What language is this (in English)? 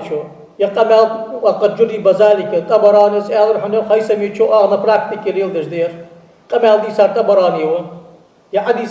Ingush